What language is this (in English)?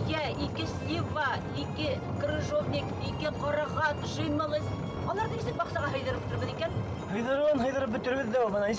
Bashkir